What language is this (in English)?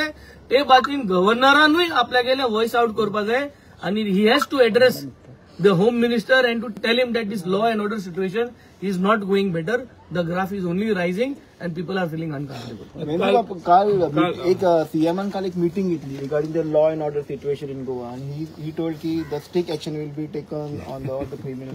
Konkani